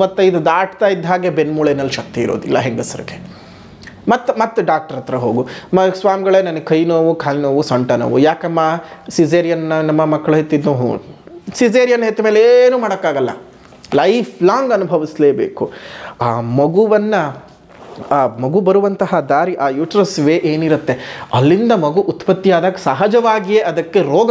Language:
Kannada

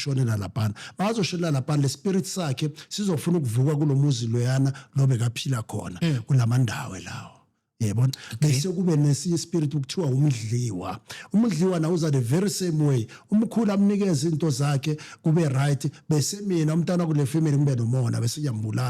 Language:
Zulu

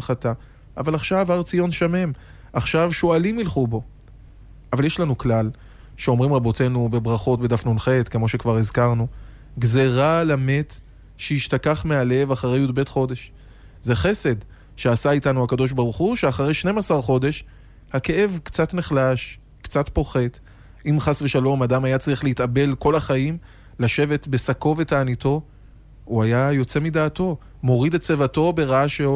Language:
Hebrew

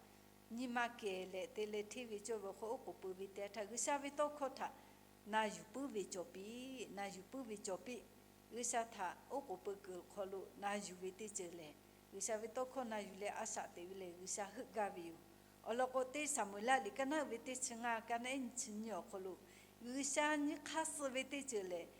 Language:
Lahu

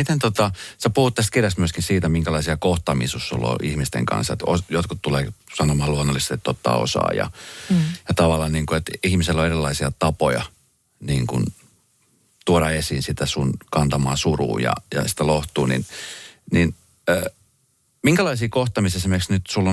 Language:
Finnish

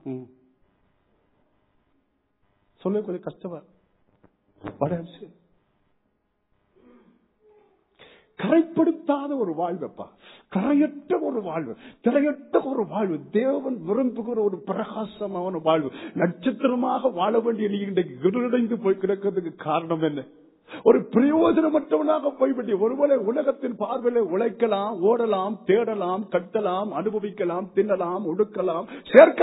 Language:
Tamil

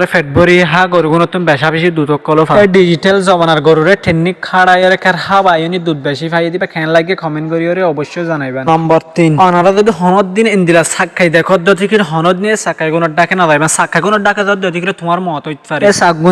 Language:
Rohingya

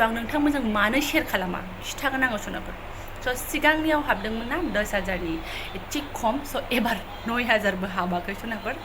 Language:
Bodo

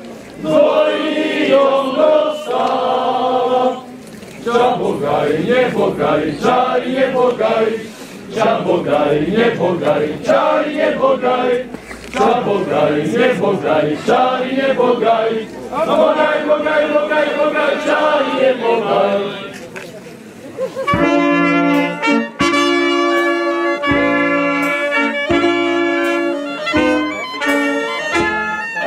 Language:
Czech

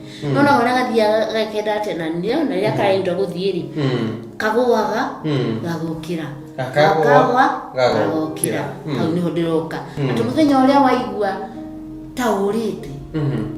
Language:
Kikuyu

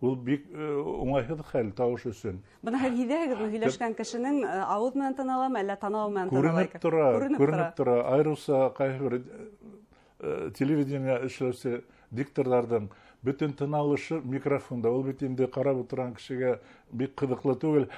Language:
Bashkir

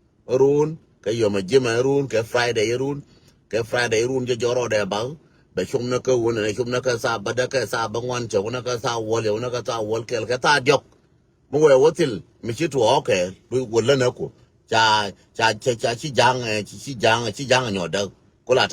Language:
Nuer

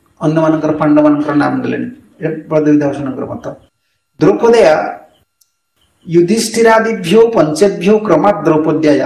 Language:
Odia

